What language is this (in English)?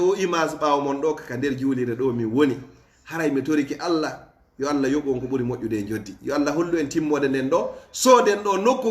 Fula